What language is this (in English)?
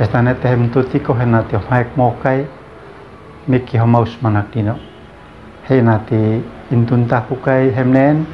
Uab Meto